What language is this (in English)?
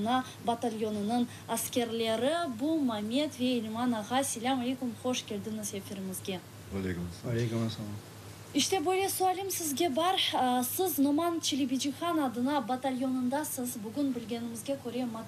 Crimean Tatar